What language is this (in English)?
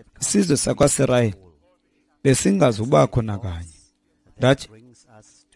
Xhosa